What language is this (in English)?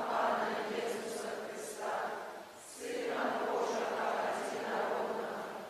Belarusian